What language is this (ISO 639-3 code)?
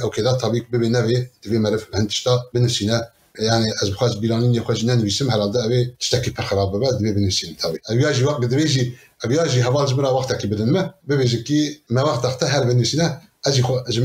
kur